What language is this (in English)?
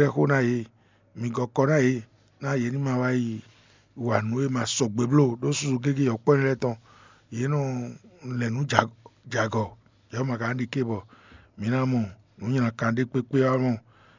Fon